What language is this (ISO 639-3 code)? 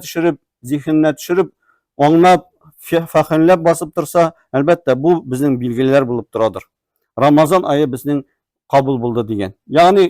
tat